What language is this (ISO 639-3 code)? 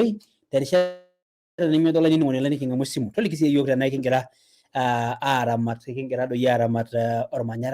mas